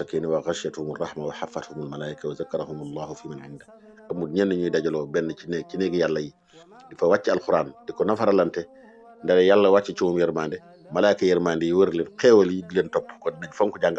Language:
Wolof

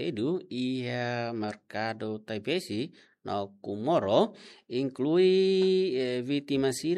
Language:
Tetum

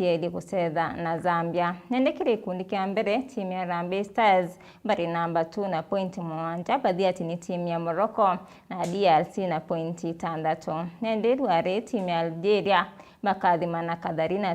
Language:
Meru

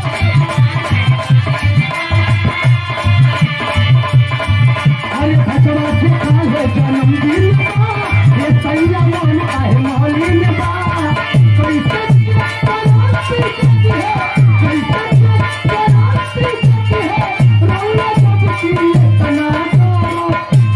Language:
Bhojpuri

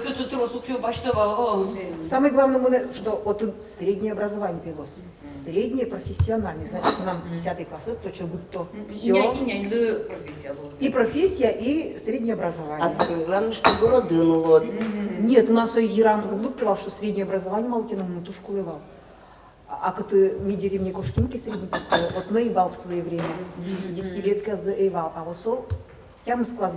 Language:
Udmurt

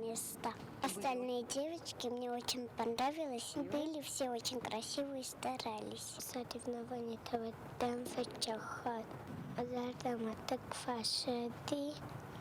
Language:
Ossetic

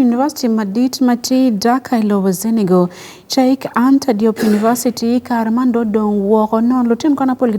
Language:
Acoli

